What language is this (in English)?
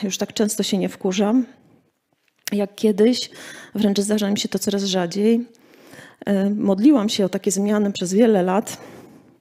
Polish